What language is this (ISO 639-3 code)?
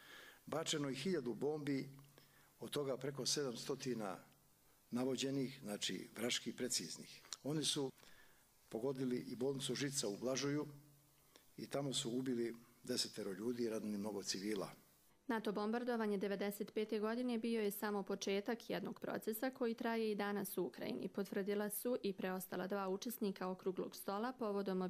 hrv